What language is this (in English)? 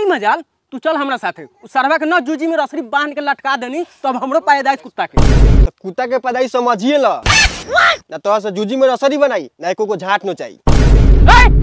Bhojpuri